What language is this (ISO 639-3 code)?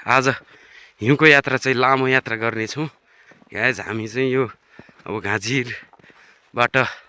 nep